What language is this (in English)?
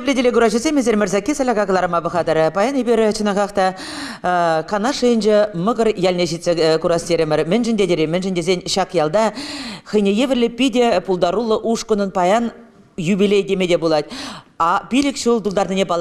Chuvash